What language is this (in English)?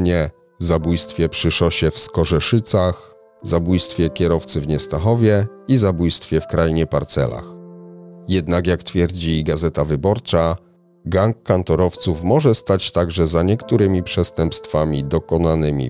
Polish